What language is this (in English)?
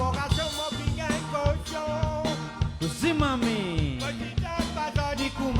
Morisyen